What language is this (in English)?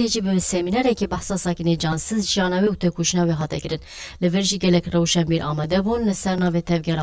Kurdish